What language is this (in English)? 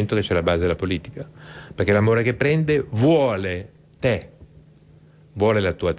Italian